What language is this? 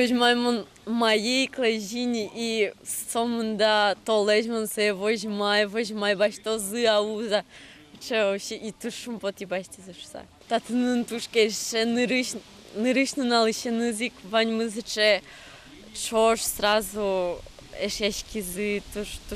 Udmurt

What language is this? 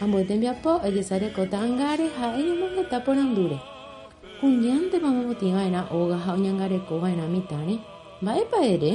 Guarani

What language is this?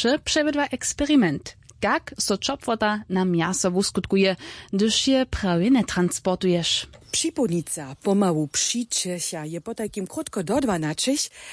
Upper Sorbian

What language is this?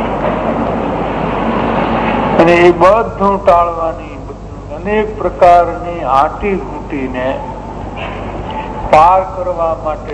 Gujarati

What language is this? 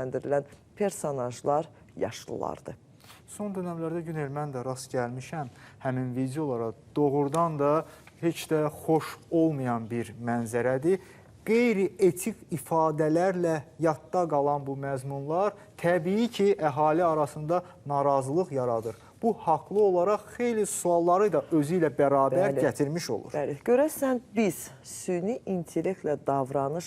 Azerbaijani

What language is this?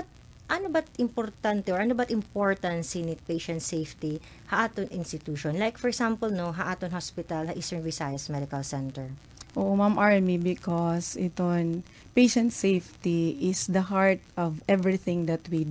Waray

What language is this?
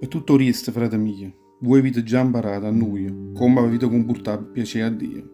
Neapolitan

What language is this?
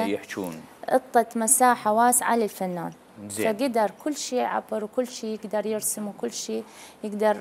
Mesopotamian Arabic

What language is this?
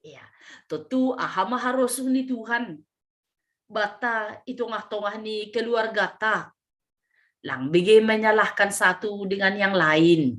Batak Simalungun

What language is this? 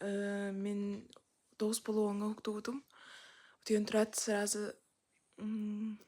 Yakut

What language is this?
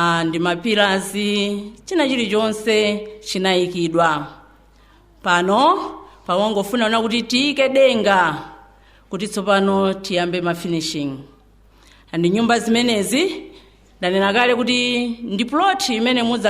Nyanja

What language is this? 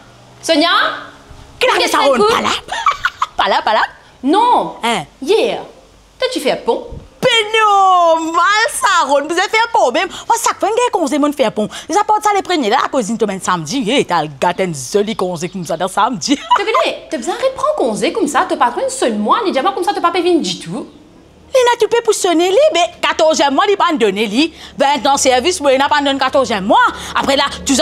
Morisyen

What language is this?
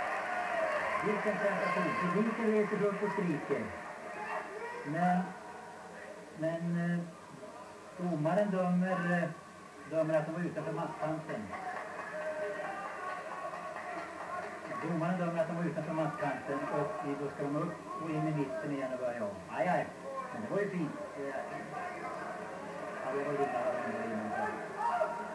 Swedish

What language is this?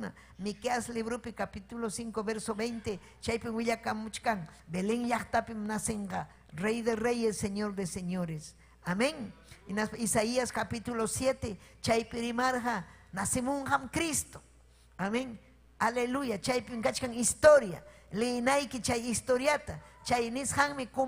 Ayacucho Quechua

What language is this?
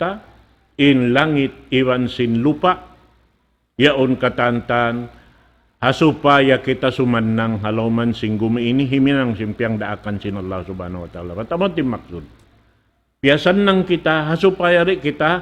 Tausug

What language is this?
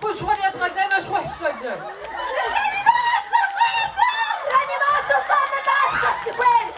Kabardian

